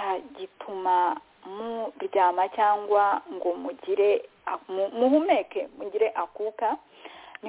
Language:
Kinyarwanda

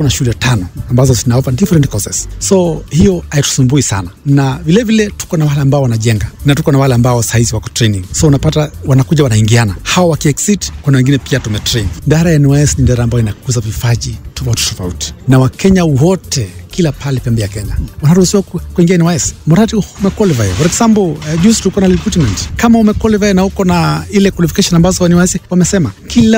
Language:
Swahili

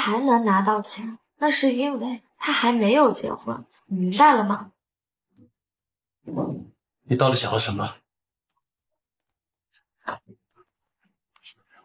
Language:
Chinese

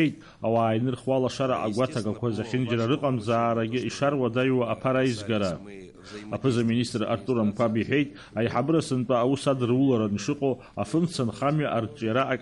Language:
Abkhazian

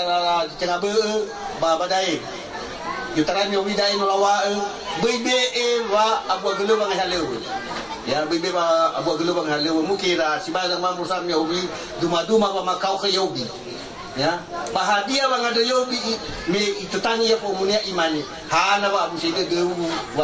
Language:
Nias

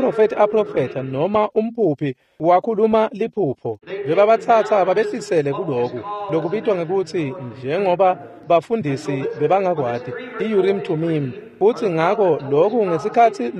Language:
Swati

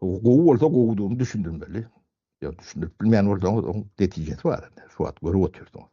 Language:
Turkmen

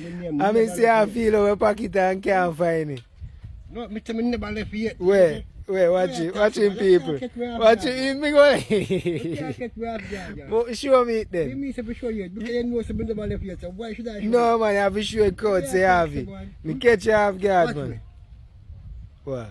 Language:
Jamaican Creole English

